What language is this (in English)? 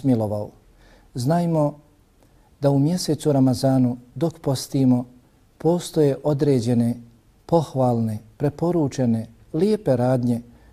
Bosnian